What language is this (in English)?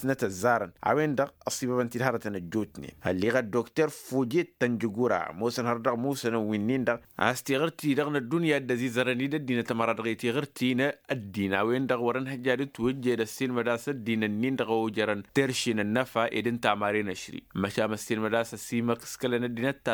Tamasheq